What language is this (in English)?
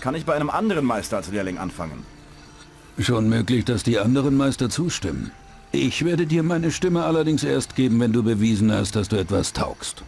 Bavarian